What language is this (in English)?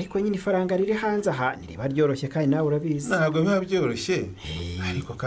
Rundi